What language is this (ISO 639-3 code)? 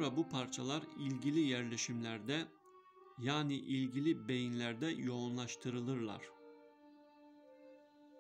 tur